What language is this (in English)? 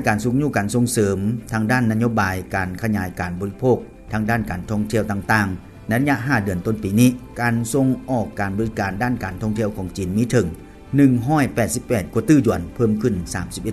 Lao